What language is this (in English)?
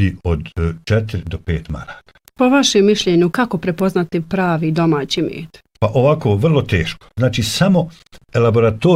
Bosnian